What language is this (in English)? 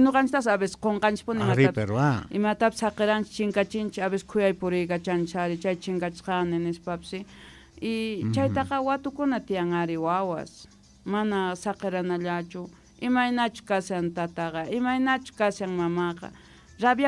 South Bolivian Quechua